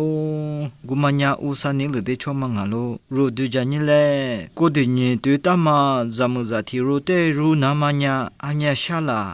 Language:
Lisu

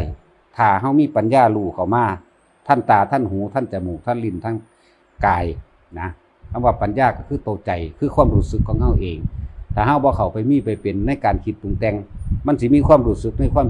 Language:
Northeastern Thai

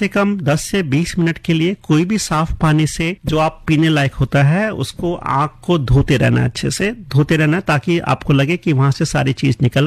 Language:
Hindi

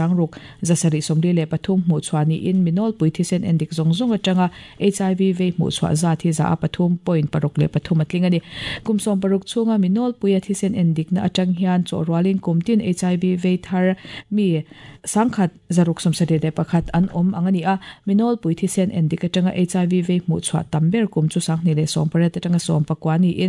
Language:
Mizo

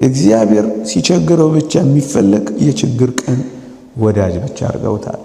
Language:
Amharic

